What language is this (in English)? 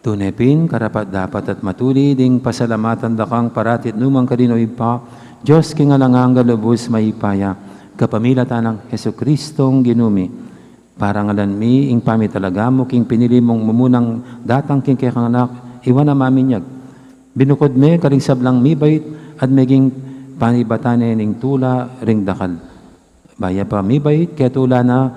Pampanga